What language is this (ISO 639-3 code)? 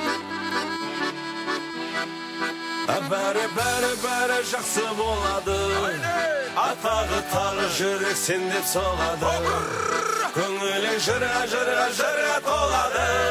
kaz